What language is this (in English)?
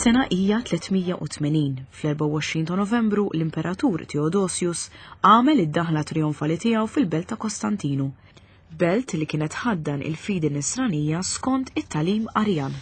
Maltese